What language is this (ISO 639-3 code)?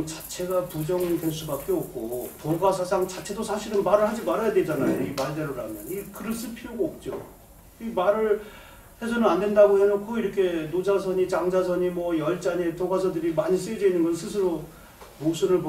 kor